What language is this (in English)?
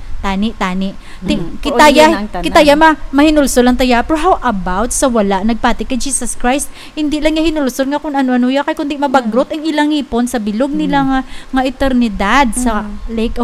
Hiligaynon